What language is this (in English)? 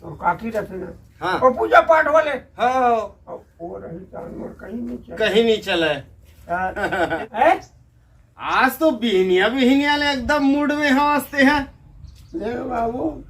Chhattisgarhi